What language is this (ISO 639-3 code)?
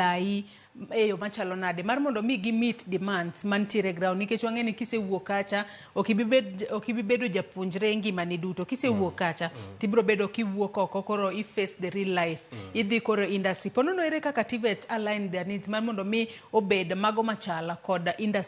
luo